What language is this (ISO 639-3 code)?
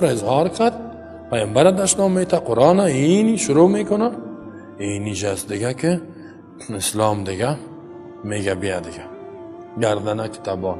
tgk